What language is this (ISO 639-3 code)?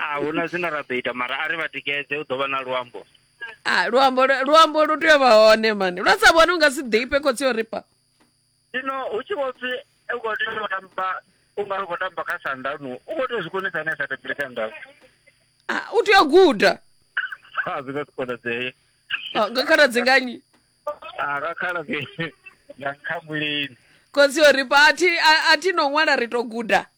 ven